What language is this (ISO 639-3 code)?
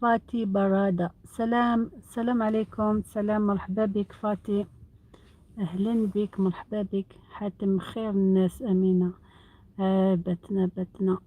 arq